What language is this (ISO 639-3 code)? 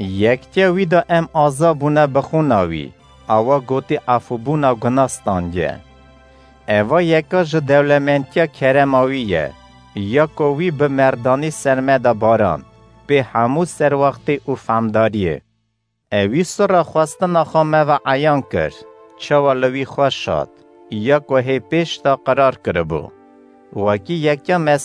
kur